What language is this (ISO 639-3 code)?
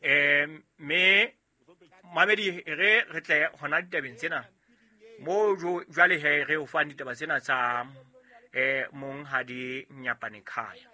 sot